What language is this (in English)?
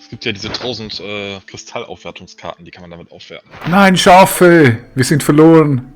Swiss German